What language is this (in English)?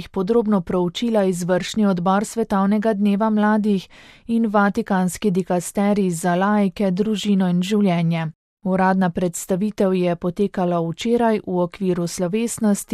Slovenian